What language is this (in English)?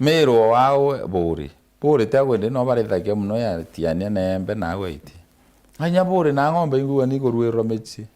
Meru